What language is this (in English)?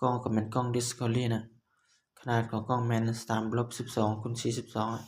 Lao